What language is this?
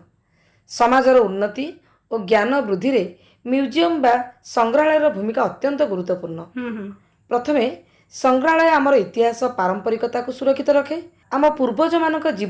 Odia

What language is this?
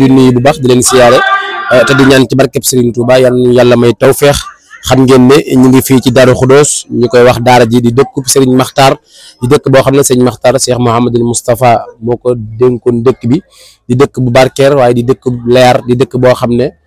Wolof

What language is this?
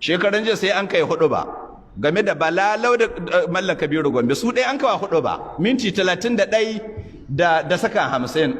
Hausa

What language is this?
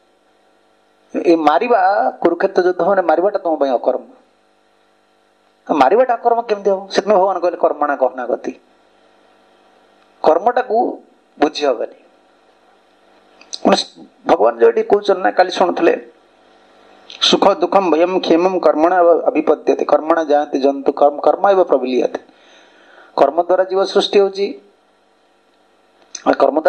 Odia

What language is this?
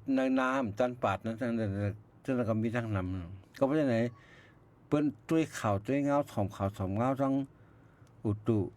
Shan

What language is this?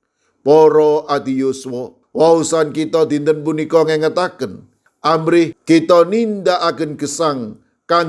Javanese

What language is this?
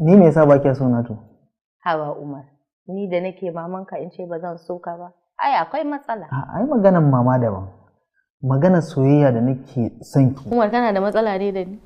Hausa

